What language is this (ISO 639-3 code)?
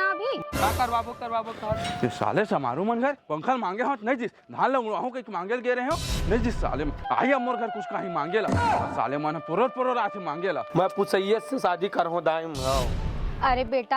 hne